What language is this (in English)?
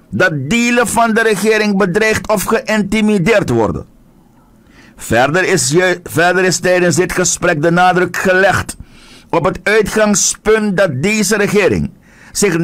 Dutch